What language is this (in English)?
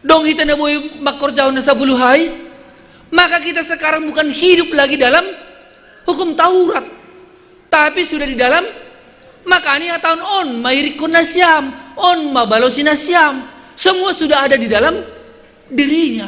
Batak Simalungun